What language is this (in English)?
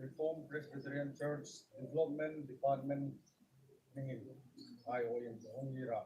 Hmar